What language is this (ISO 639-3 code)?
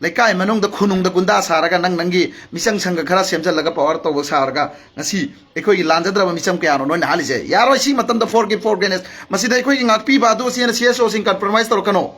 mni